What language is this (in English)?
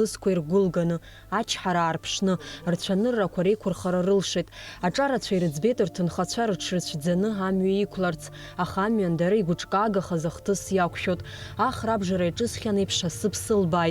Abkhazian